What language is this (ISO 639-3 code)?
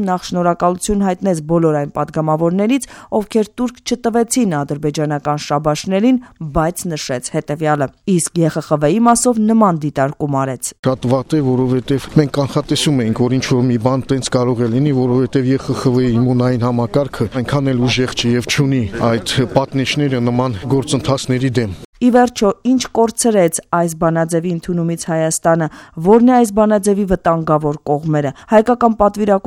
hye